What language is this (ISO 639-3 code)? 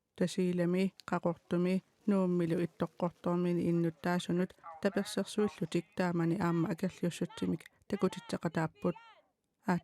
kal